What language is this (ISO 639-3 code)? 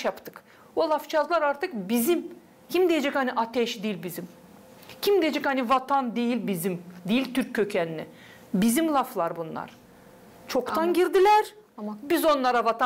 gag